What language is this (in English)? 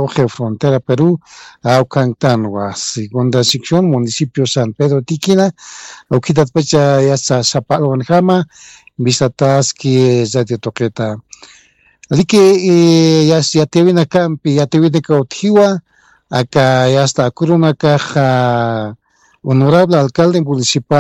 Aymara